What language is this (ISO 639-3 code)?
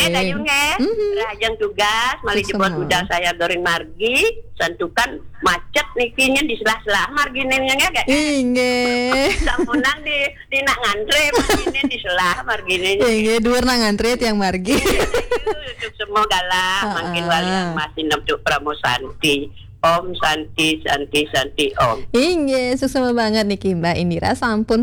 ban